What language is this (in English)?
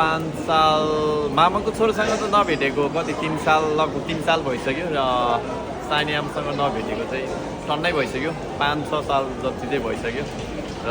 Nepali